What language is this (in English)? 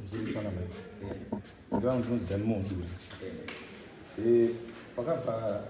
Shona